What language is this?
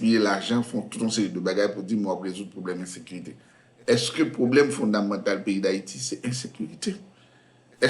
Haitian Creole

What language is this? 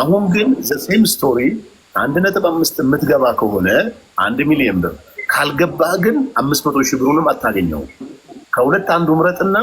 Amharic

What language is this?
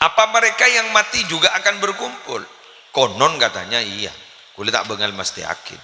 Madurese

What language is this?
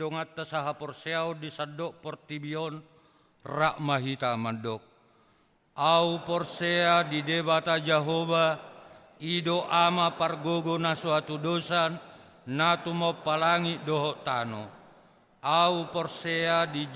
Batak Toba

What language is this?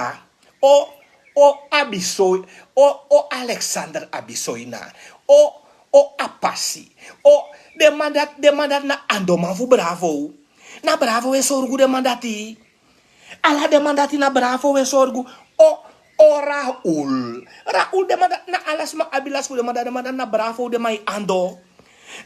Sranan Tongo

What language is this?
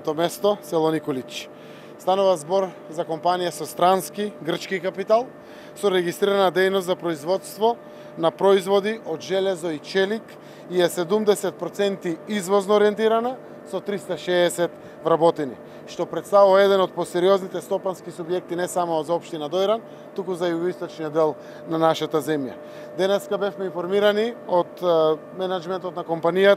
Macedonian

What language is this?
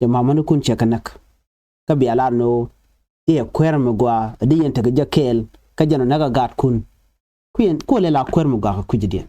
Nuer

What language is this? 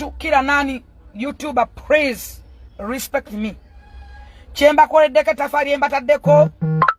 Ganda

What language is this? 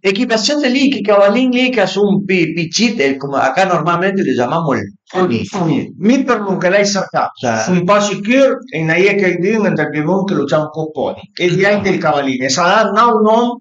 Piedmontese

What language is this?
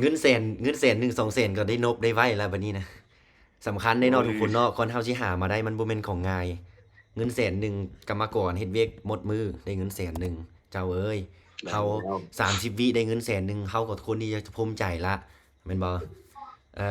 Lao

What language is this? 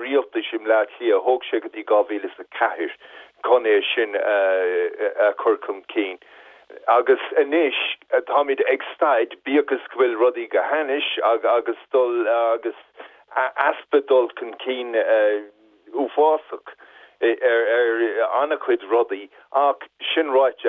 Irish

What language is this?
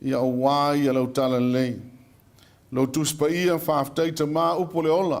Samoan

